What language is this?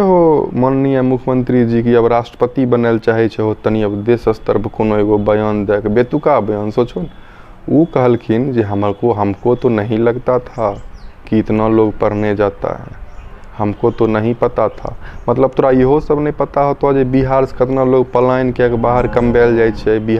Maithili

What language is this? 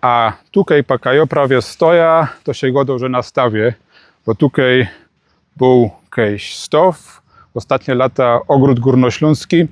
Silesian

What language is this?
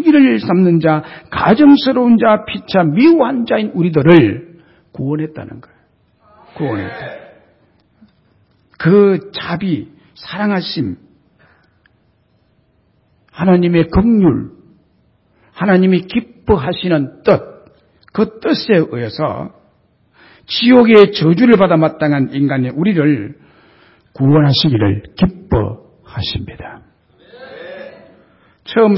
Korean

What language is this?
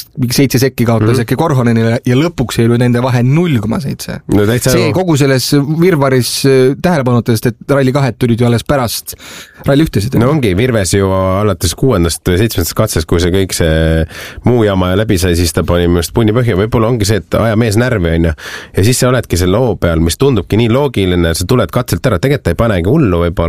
Estonian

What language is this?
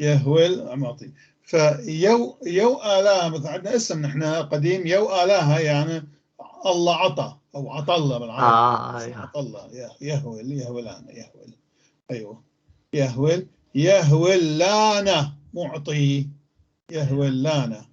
North Levantine Arabic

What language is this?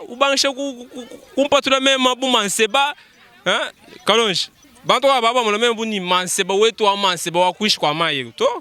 Luba-Lulua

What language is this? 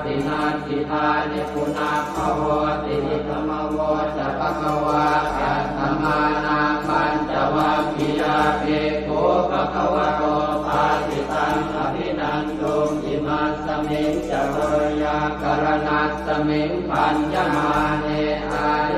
Pali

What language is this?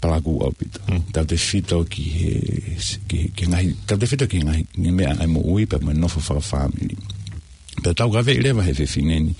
Tongan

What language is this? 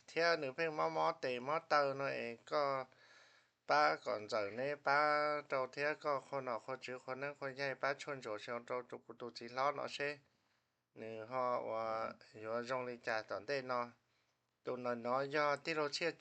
Hmong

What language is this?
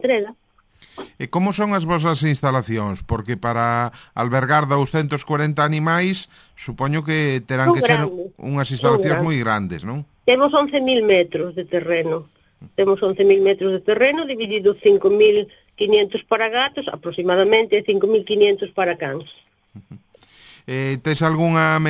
Galician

